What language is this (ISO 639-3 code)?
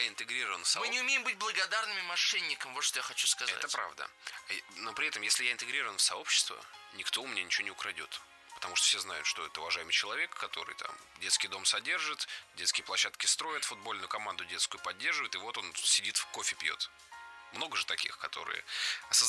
rus